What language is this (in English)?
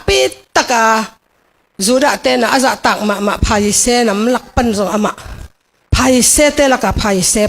Tedim Chin